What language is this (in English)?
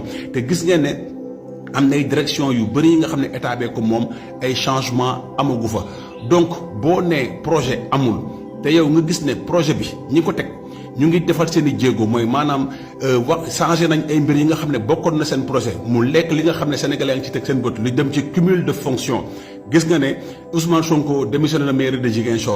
Wolof